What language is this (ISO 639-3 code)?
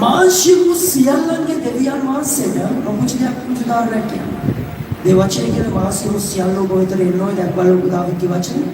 sin